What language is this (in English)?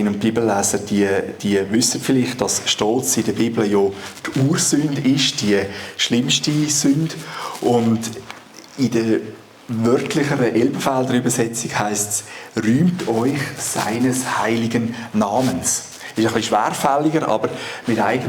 Swiss German